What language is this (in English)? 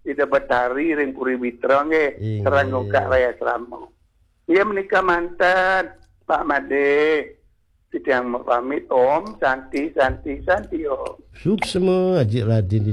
Balinese